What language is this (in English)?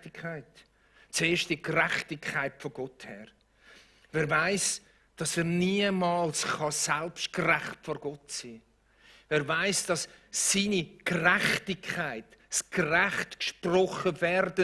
Swiss German